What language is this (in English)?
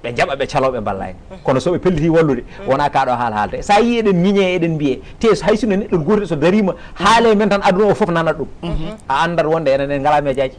Fula